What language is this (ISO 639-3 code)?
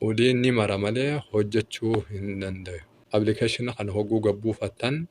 orm